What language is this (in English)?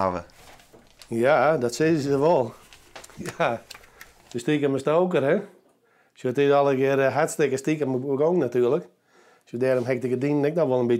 Western Frisian